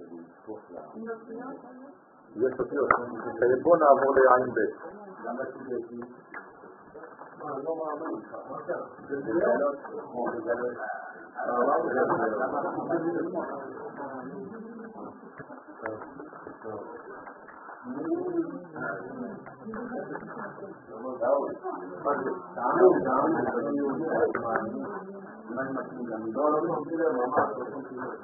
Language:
Hebrew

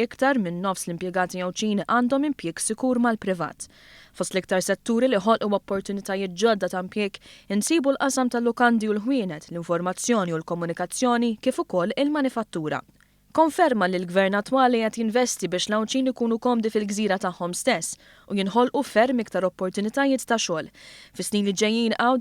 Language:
Maltese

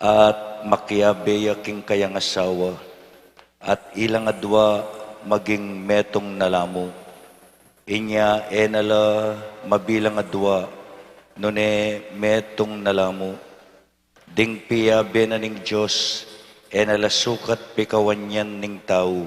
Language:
Pampanga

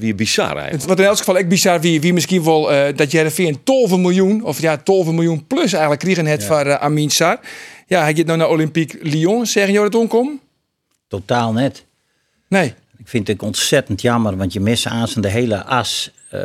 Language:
Western Frisian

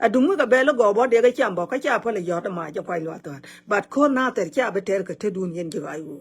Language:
Nuer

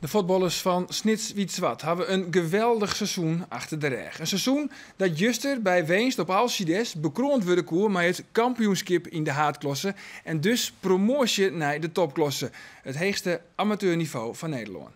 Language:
Western Frisian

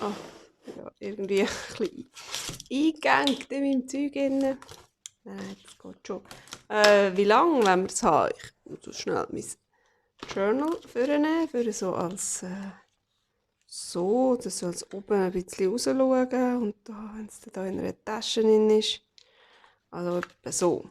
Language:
Swiss German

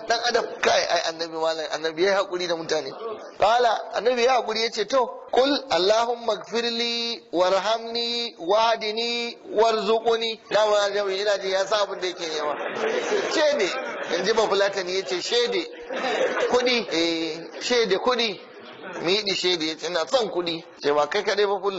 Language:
Hausa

